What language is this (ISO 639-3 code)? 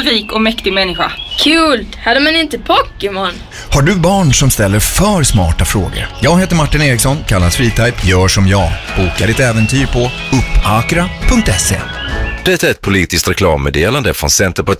swe